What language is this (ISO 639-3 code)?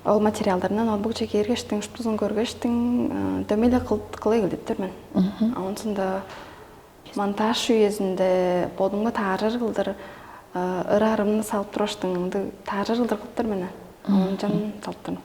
tyv